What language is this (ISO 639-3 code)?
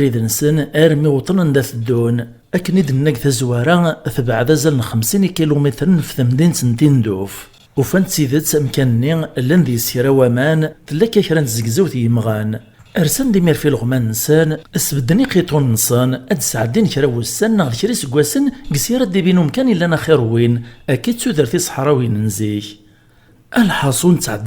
kab